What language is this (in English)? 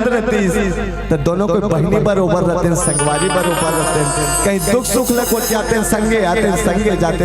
Chhattisgarhi